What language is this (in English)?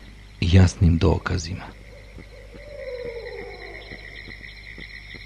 Bosnian